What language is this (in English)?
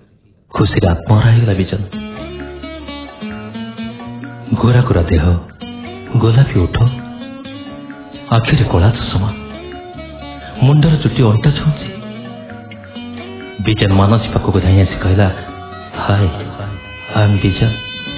Odia